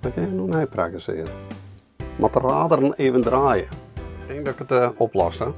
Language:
Western Frisian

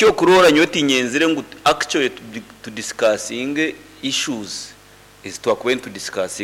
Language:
Nyankole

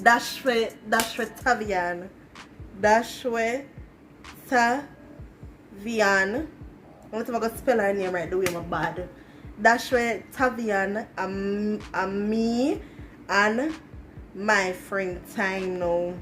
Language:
Jamaican Creole English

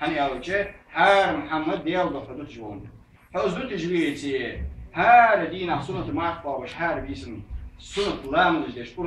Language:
Ingush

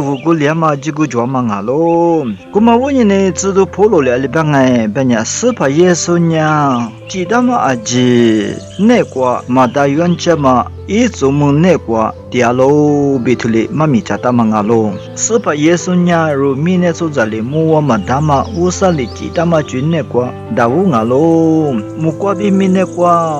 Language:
Lisu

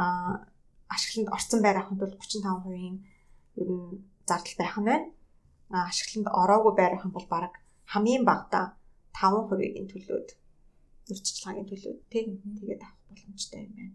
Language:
Mongolian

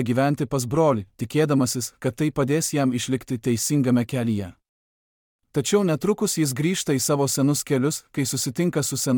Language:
Lithuanian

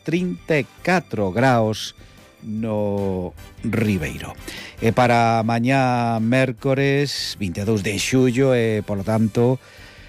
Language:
Galician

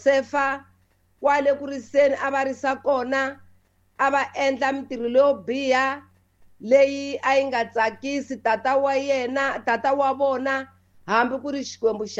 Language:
Tsonga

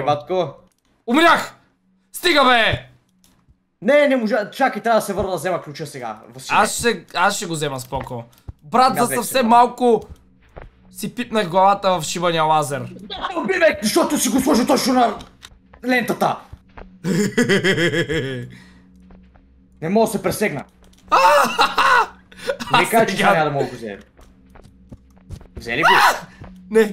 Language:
Bulgarian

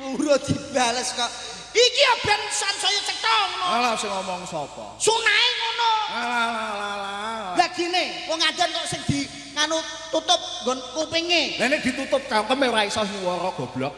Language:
Javanese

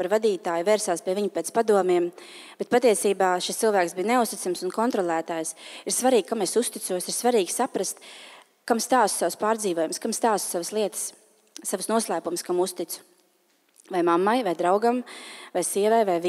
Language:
Latvian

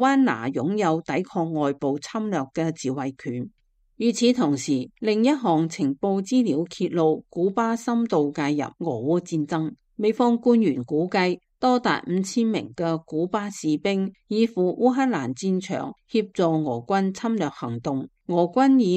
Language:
Cantonese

